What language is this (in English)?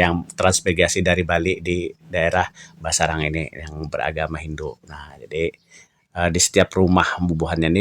Banjar